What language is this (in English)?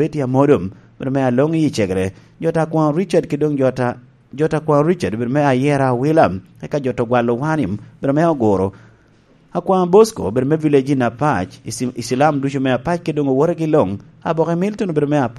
Lango (Uganda)